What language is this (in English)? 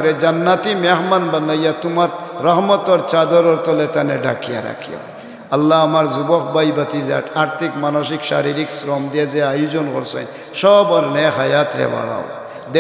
Sylheti